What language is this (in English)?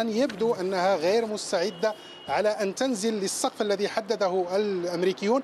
Arabic